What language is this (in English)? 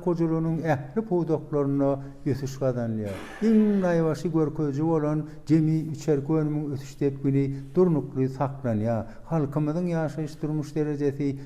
Turkmen